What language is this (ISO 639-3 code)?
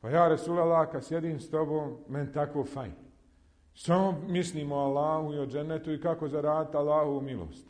bos